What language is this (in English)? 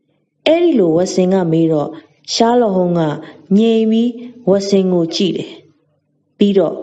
Burmese